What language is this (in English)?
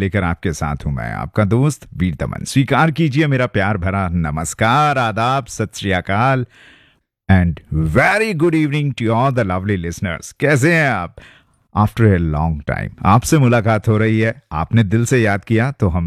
Hindi